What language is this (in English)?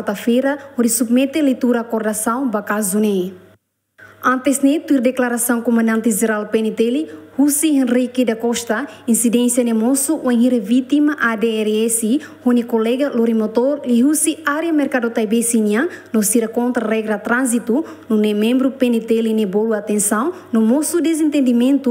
Tetum